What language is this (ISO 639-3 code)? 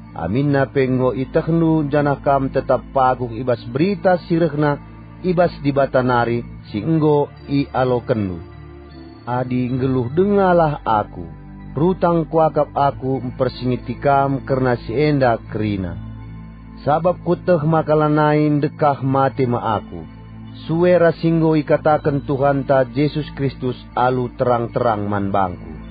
btx